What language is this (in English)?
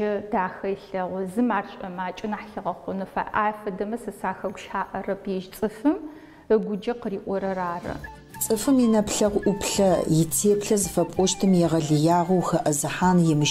Adyghe